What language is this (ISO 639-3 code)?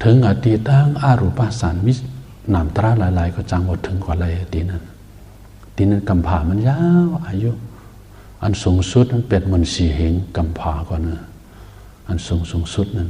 shn